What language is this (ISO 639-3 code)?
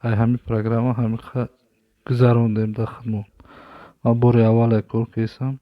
tgk